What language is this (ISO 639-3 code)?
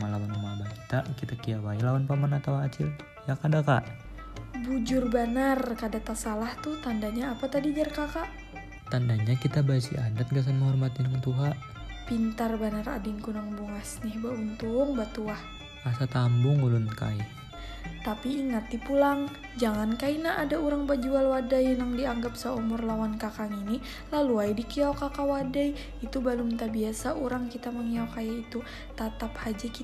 bjn